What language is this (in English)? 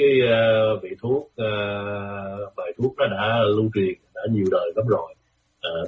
Vietnamese